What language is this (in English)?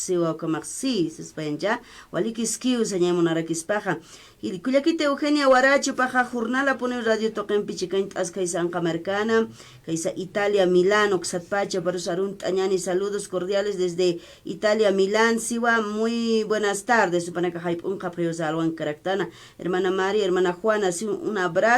Aymara